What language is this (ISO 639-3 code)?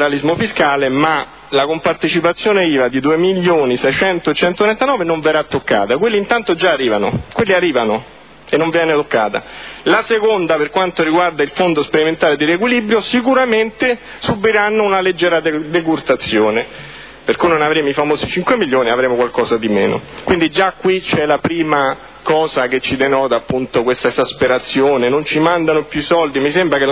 ita